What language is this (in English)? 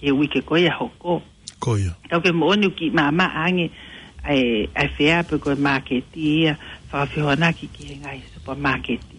Tongan